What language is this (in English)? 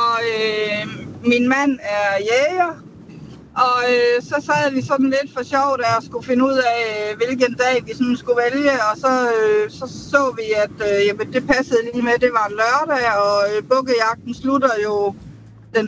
Danish